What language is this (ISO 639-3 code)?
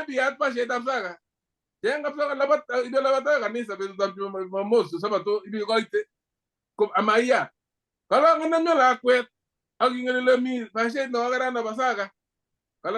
kln